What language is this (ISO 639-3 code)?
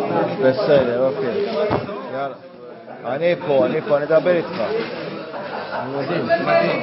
heb